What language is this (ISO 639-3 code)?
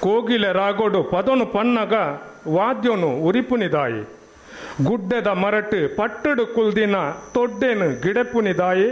tcy